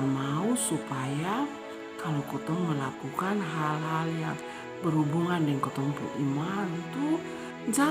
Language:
Kupang Malay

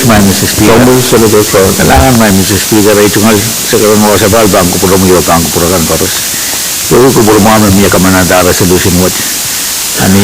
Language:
Pohnpeian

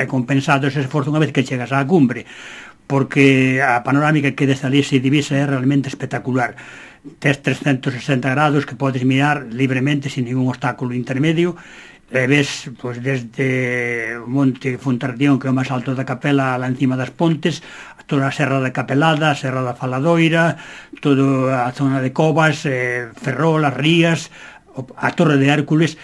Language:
Galician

